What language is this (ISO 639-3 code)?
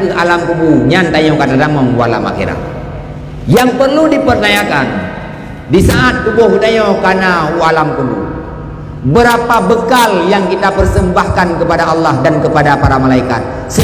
ace